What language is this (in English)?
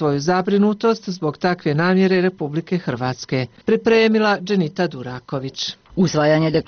Bosnian